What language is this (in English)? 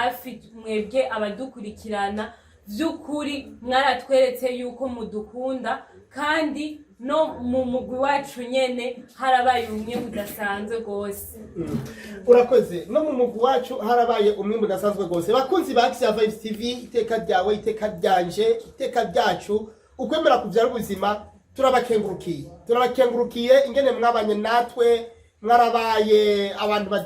Rundi